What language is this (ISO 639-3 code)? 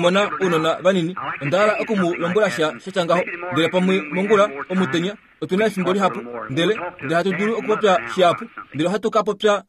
kua